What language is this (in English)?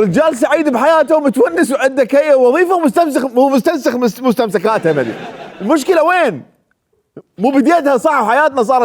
Mesopotamian Arabic